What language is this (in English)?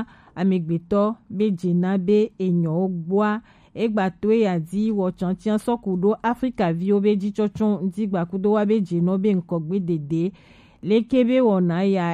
Gen